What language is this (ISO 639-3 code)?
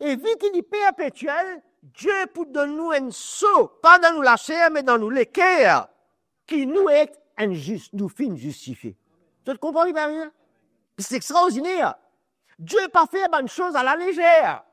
mfe